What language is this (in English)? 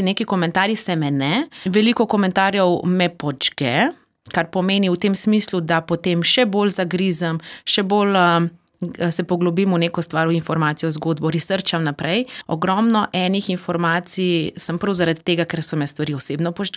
Slovenian